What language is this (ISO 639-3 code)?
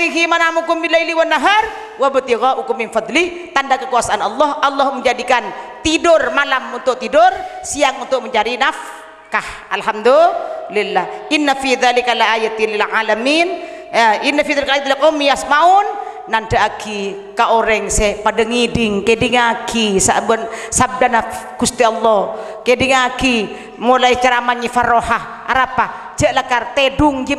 mad